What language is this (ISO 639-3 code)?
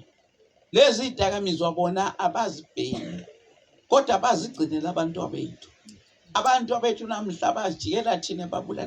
zul